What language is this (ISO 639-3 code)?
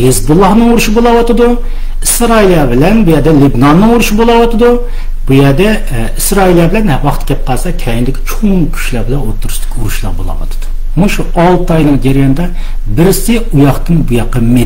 uig